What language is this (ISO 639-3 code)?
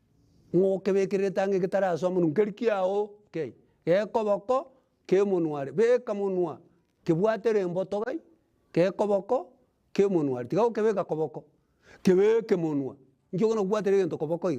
guz